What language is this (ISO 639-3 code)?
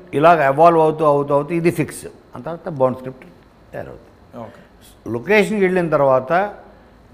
tel